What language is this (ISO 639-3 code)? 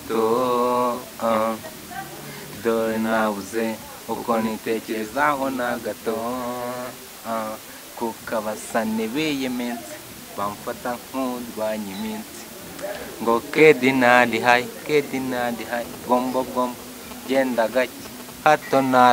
kin